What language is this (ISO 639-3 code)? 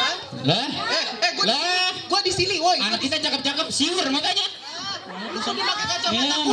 bew